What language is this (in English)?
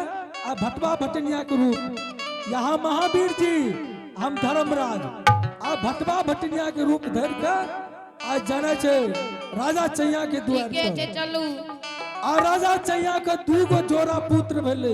Angika